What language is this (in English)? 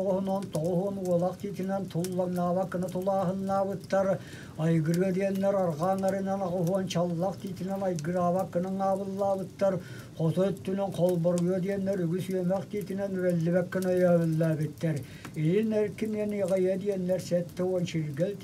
Yakut